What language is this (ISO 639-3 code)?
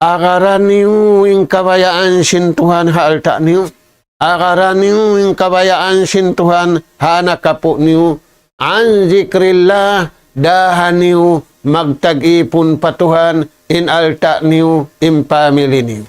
tsg